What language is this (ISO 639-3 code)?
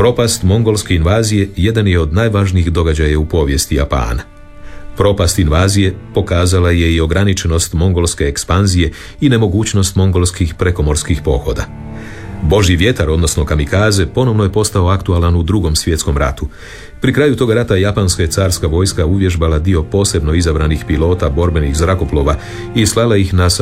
hrv